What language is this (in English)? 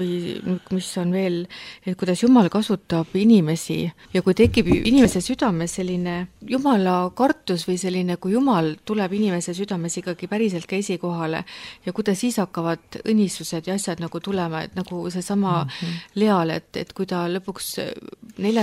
Estonian